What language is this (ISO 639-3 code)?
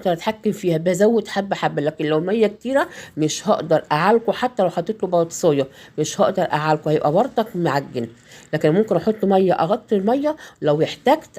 arz